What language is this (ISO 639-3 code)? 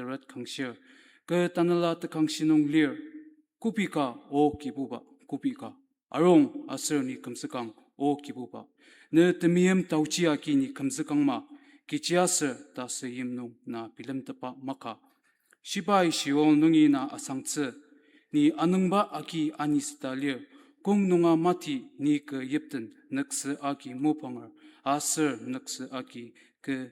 njo